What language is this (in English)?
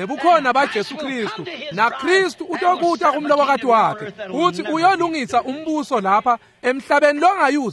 Swati